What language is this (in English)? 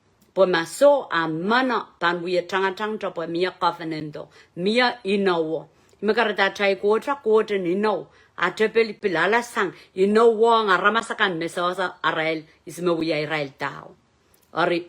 Pohnpeian